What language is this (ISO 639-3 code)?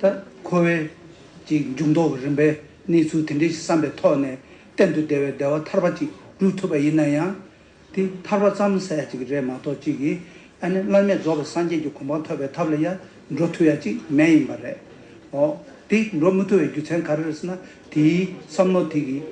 bod